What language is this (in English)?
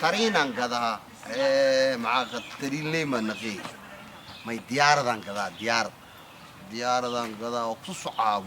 Somali